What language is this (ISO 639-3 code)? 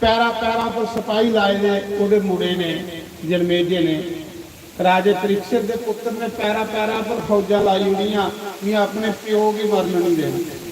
doi